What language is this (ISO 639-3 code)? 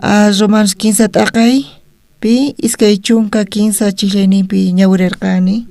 quh